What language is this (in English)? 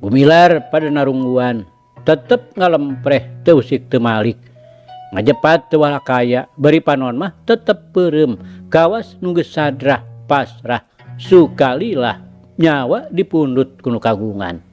Sundanese